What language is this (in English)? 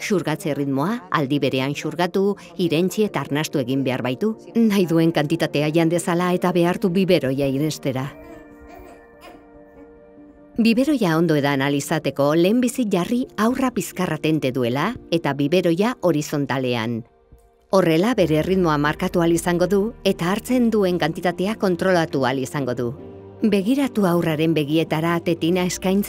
Basque